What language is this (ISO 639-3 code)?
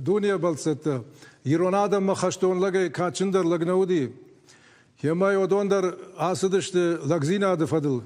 oss